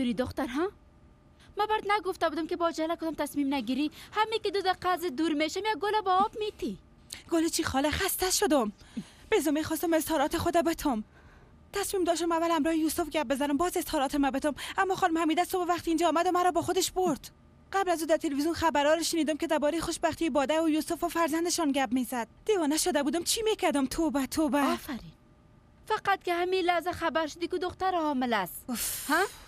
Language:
Persian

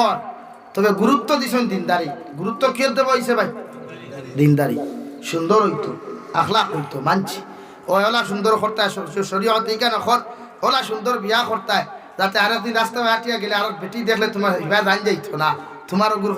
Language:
Sylheti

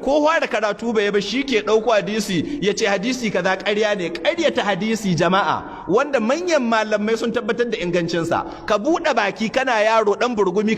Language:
Hausa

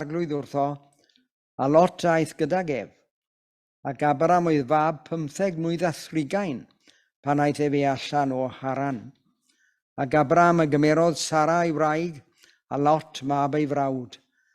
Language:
Welsh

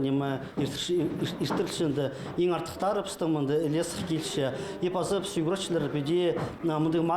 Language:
Khakas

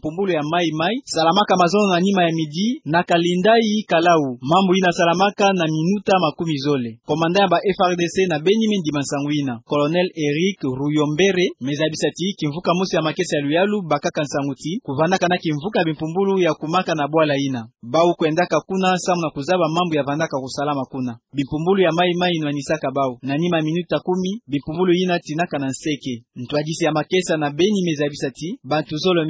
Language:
Kituba (Democratic Republic of Congo)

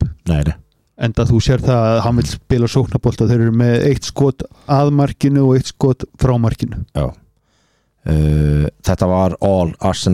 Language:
Icelandic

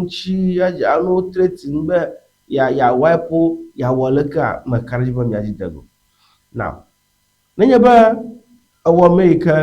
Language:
Ewe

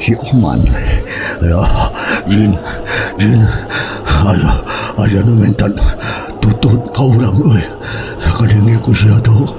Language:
Sundanese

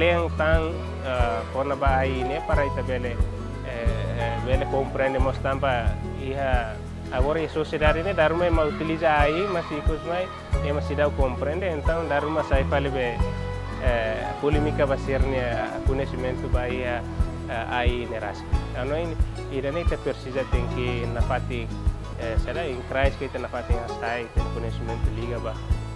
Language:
Tetum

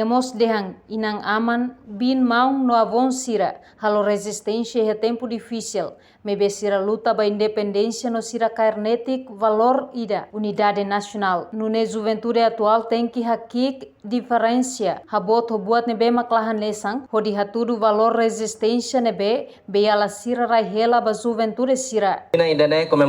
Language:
Tetum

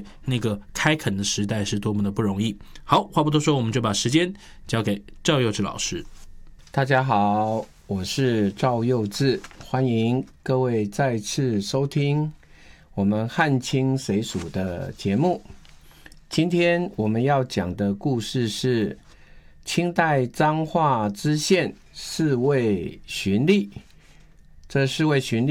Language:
Chinese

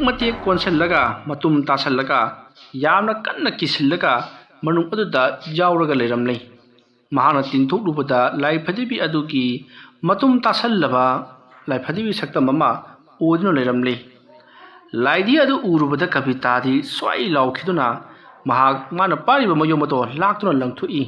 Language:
Manipuri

